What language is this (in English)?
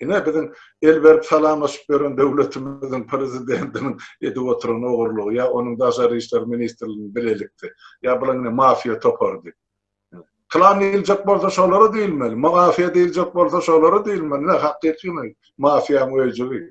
Turkmen